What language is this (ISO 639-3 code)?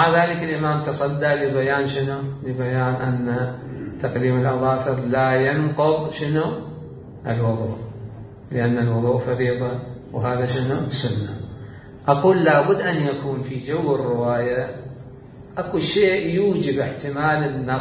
acm